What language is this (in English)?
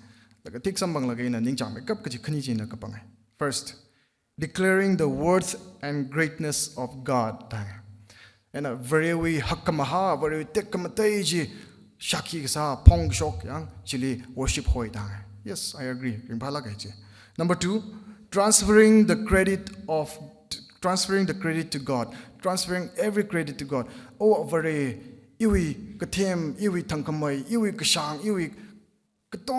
Tangkhul Naga (India)